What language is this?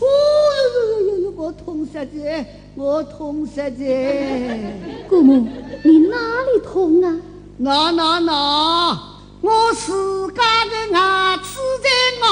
Wu Chinese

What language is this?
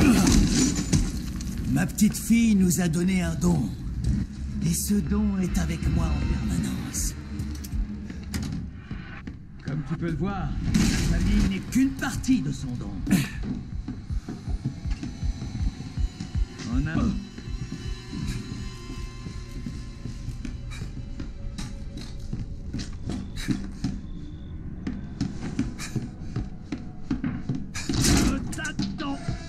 French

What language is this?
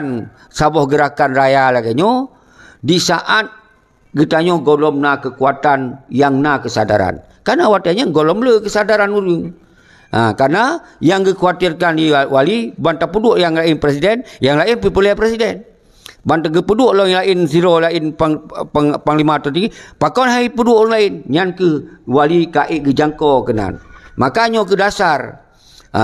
Achinese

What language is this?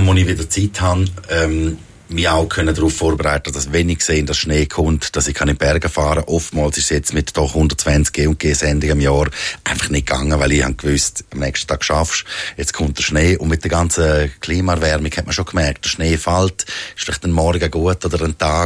Swiss German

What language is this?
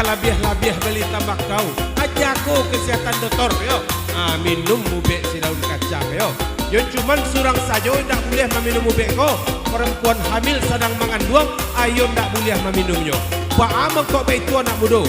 Minangkabau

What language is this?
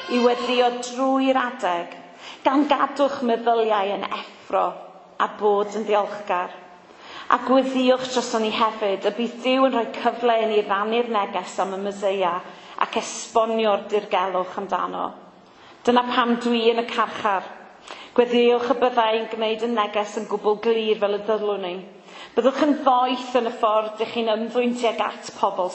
Welsh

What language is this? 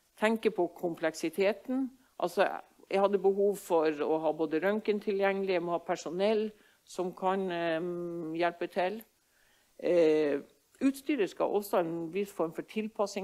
Norwegian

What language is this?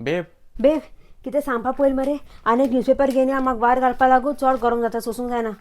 Konkani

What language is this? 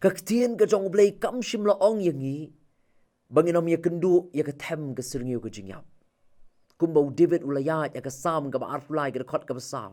Khasi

